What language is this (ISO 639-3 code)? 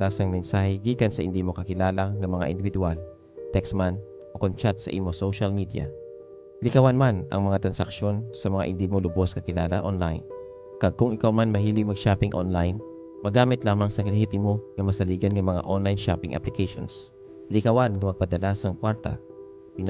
hil